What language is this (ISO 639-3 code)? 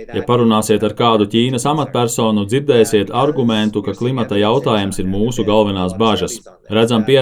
lav